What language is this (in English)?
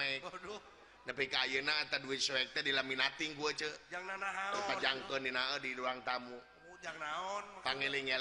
Sundanese